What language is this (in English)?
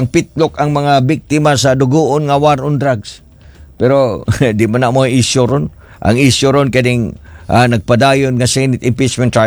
Cebuano